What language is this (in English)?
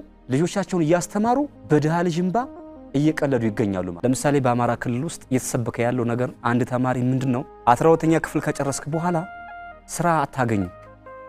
Amharic